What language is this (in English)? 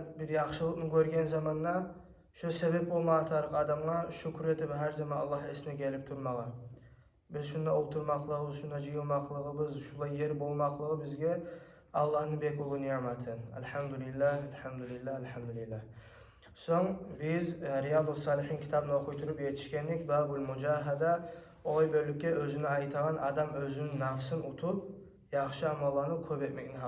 Kumyk